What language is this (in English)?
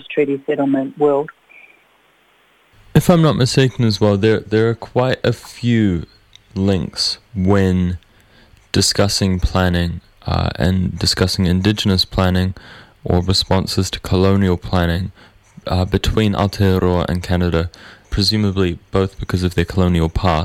English